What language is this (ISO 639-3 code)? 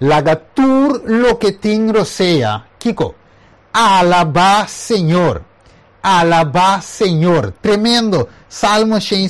pap